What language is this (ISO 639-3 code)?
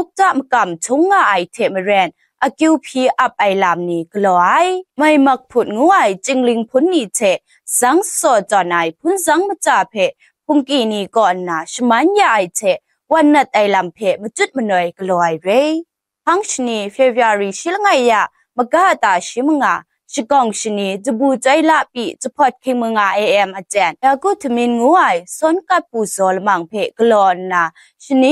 kac